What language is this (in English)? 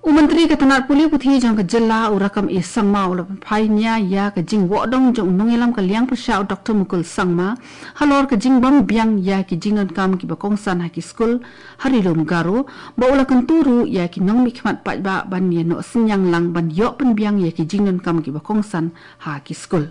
Khasi